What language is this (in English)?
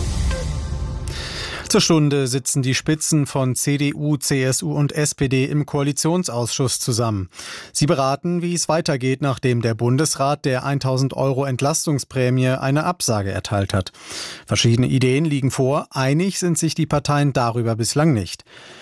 German